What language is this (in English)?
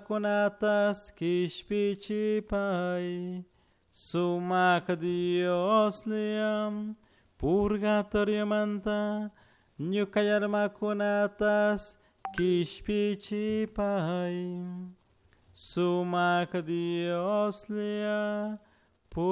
Chimborazo Highland Quichua